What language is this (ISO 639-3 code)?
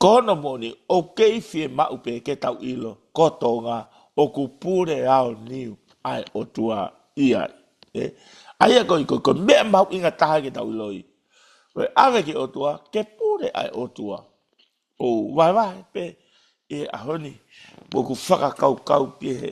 ton